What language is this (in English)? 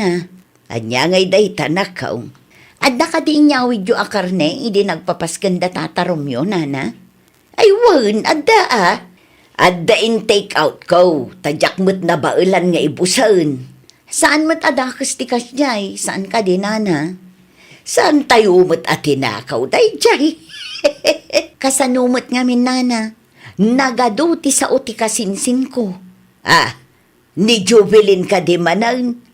Iloko